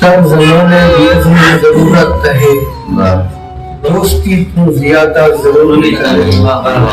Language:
Saraiki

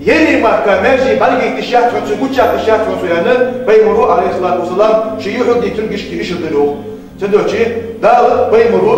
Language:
Ingush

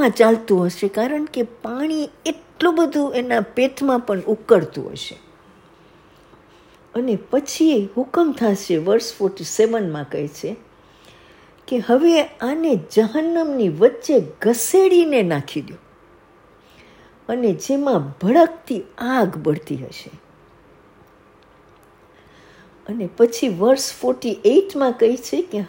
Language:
Gujarati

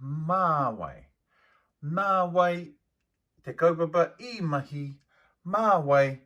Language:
Māori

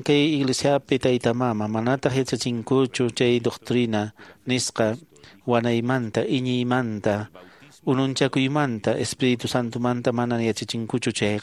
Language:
Quechua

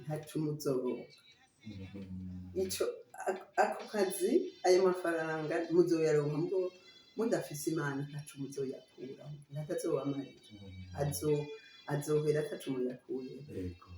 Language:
Rundi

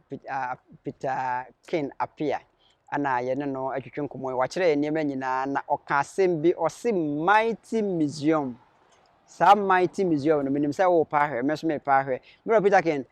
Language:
Akan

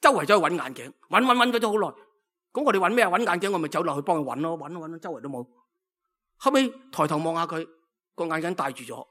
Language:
Cantonese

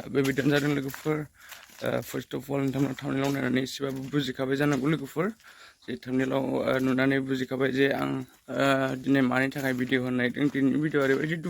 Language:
Bodo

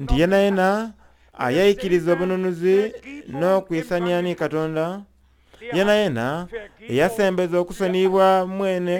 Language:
Soga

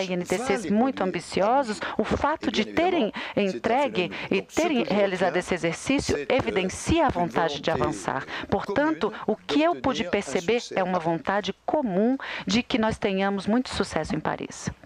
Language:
Portuguese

